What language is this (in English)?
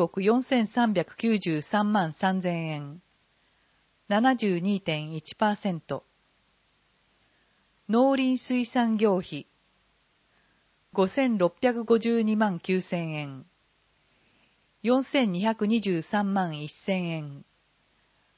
Japanese